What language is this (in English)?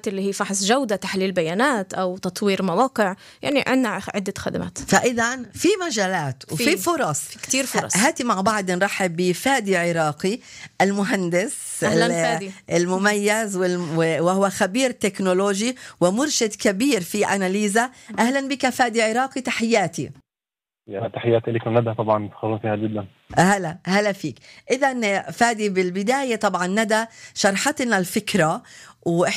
North Levantine Arabic